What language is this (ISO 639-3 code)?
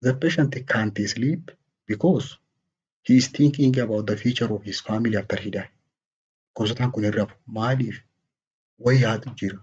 orm